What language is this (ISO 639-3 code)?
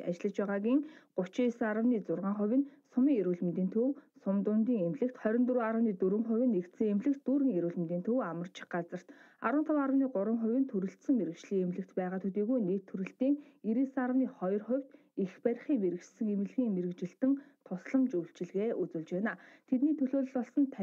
mon